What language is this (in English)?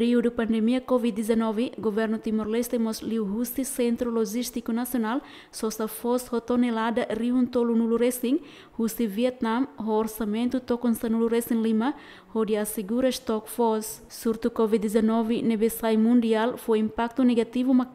Tetum